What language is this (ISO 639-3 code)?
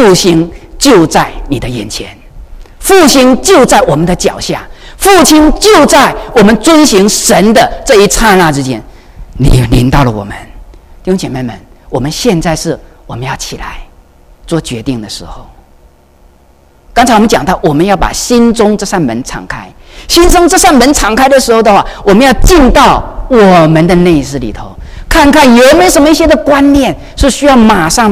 zho